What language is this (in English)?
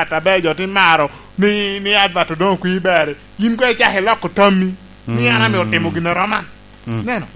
Lango (Uganda)